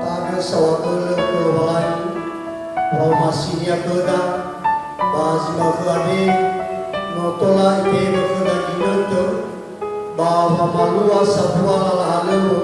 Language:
Nias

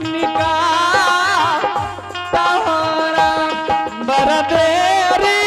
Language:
Angika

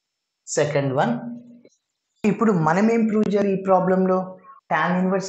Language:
Telugu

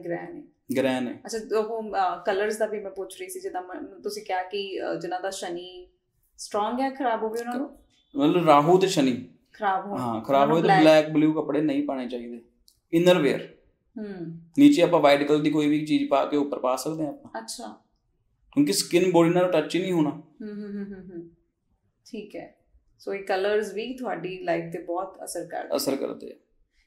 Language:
Punjabi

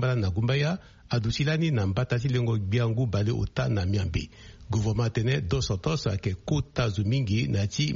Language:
Sango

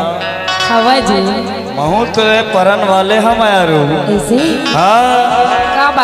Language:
Chhattisgarhi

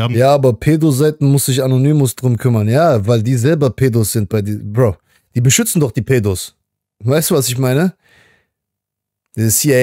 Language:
German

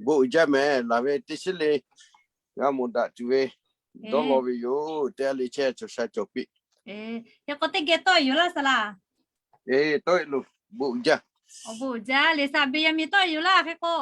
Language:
Lahu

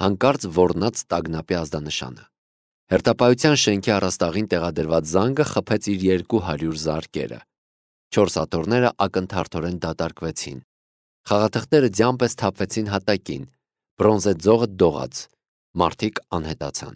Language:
Armenian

